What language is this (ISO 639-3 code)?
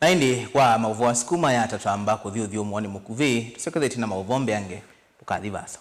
kam